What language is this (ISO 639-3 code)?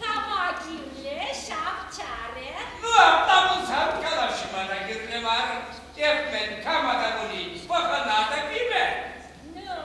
chv